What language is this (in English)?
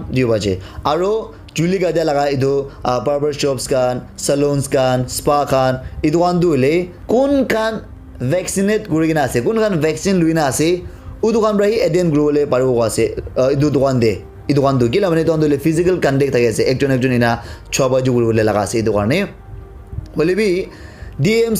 Naga Pidgin